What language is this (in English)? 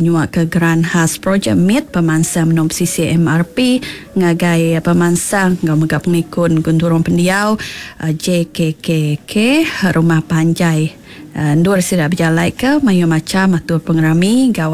Iban